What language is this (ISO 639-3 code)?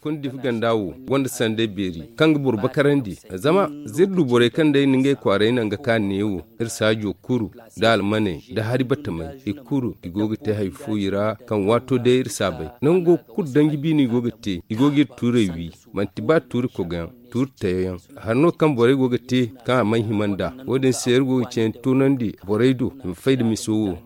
dje